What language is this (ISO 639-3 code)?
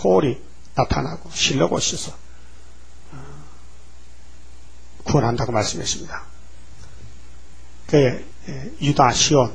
kor